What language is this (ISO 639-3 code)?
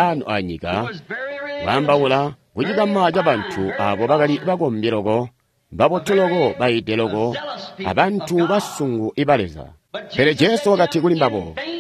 toi